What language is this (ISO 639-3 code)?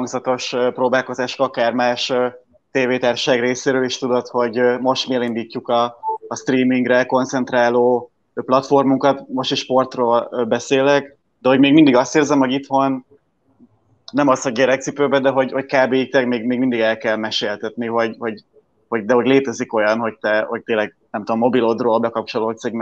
hun